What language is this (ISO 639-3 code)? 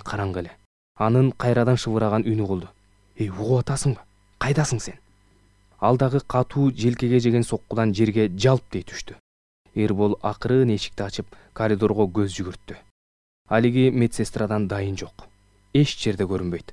kir